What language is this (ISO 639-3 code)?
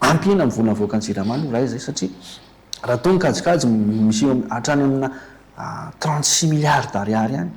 mlg